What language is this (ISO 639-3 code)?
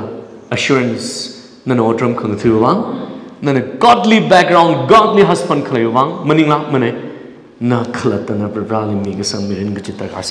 nmf